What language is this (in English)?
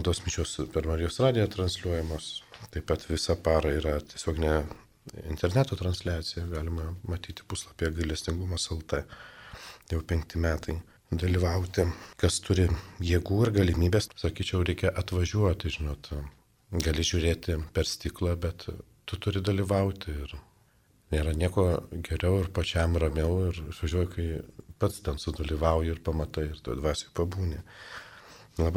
Lithuanian